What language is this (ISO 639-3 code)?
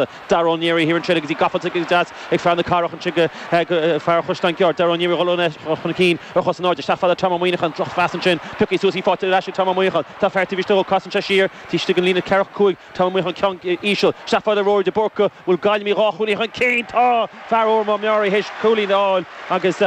gle